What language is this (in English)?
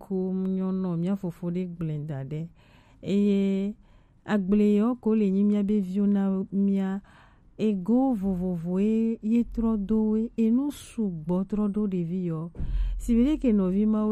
Gen